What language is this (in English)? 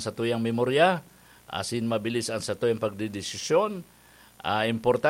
Bikol